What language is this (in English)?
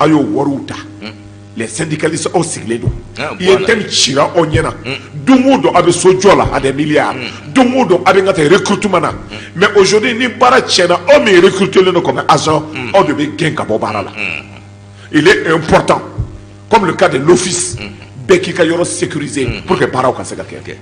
Bambara